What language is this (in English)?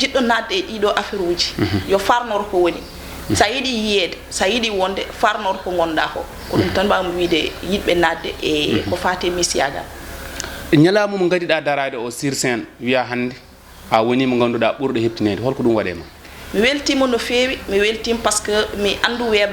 Fula